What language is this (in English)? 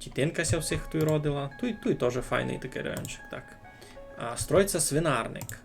Rusyn